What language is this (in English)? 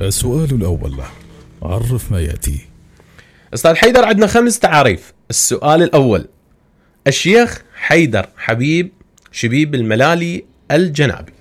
Mesopotamian Arabic